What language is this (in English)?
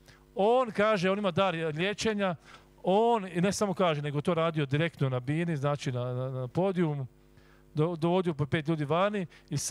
Croatian